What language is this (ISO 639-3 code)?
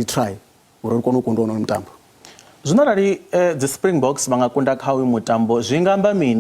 ven